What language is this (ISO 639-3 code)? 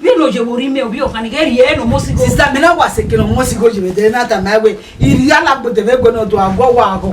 bin